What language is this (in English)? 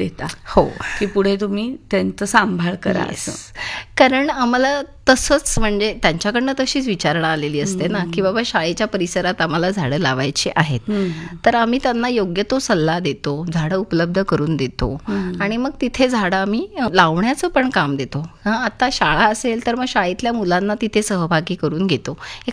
Marathi